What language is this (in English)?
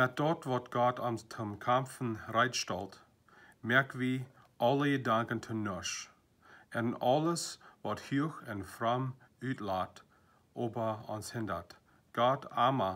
Plautdietsch